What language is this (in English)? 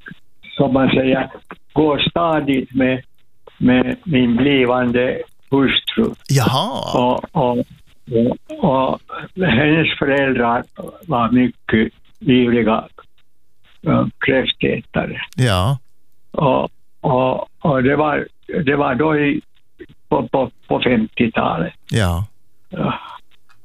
Swedish